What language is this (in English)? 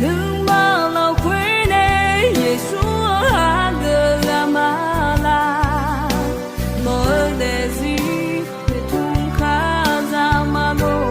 Akha